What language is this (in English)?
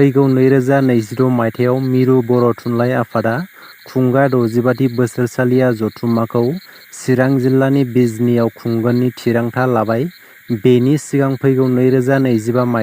Bodo